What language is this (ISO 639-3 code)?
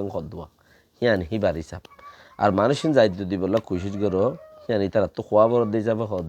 rhg